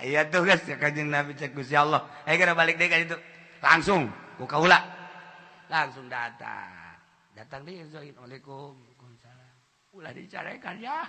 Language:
Sundanese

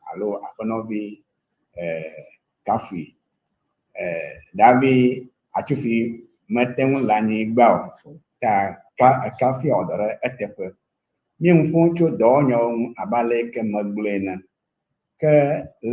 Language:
Ewe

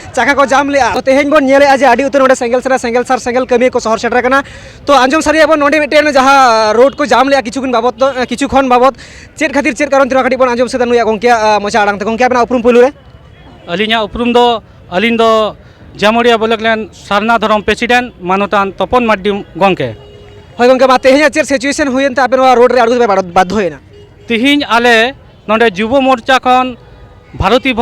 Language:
Santali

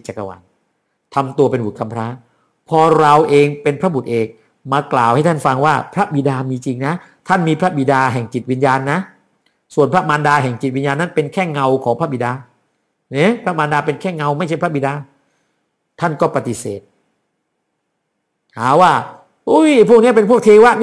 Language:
Thai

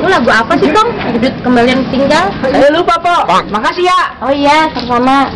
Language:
Betawi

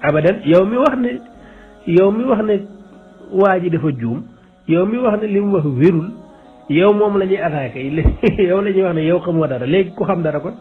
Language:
Wolof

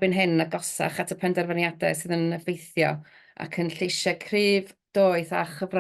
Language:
Welsh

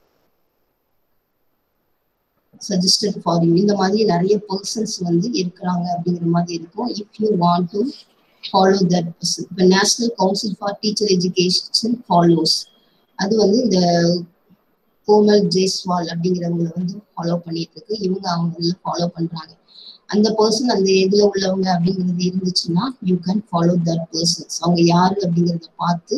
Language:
Tamil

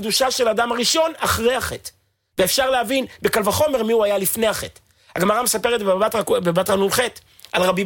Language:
Hebrew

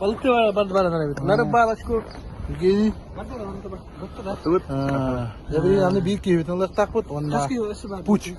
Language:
Yakut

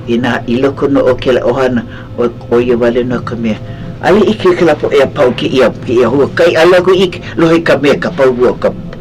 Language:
Hawaiian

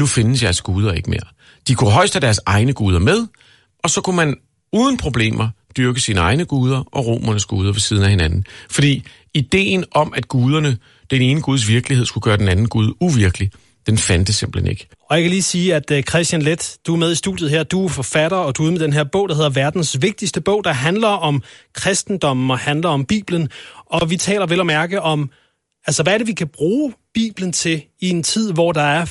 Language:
Danish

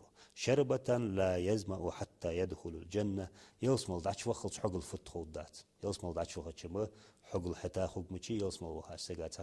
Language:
Ingush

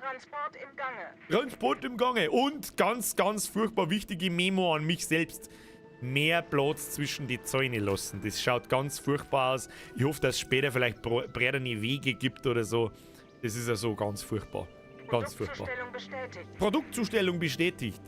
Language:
Bavarian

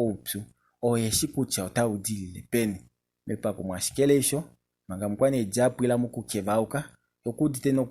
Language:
Kuanyama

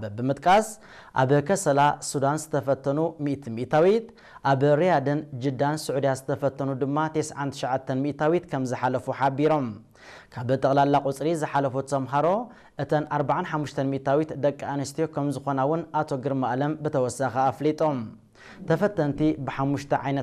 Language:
Tigrinya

